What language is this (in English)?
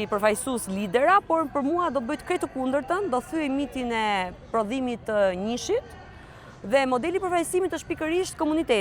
Albanian